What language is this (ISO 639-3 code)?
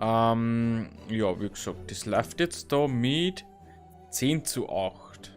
bar